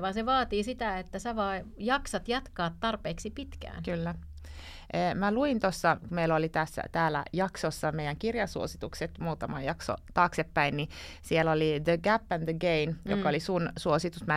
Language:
Finnish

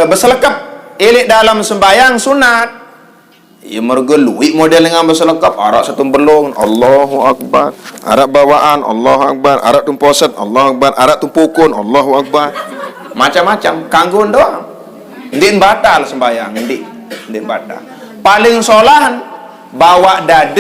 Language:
Sasak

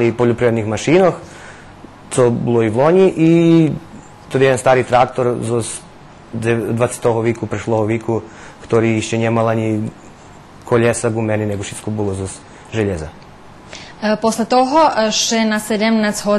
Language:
Rusyn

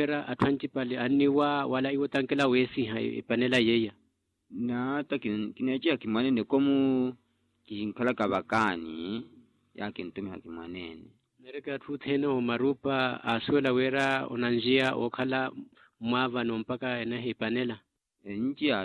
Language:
Makhuwa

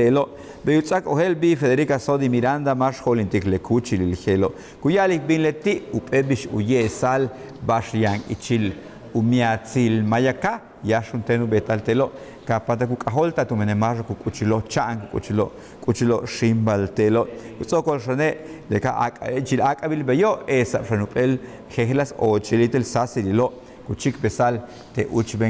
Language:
Yucateco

